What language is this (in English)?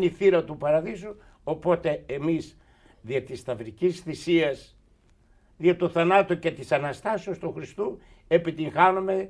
Greek